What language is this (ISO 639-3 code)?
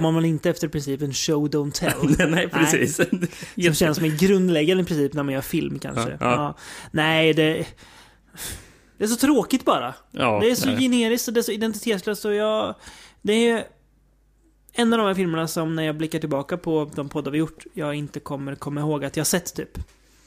swe